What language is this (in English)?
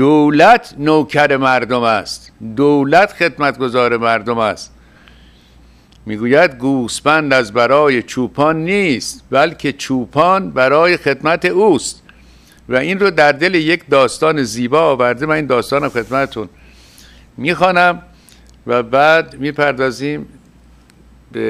Persian